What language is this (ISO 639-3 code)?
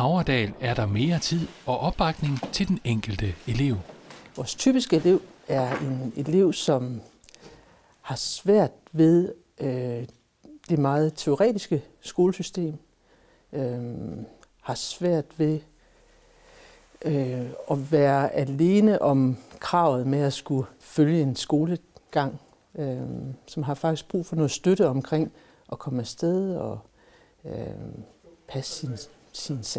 dan